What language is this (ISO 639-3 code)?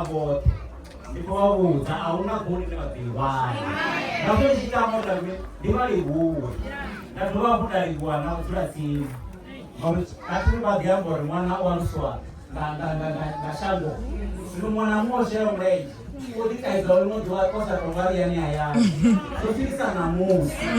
ven